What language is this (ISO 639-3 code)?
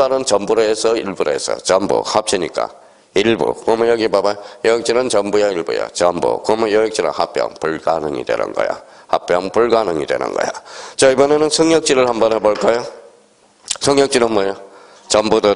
kor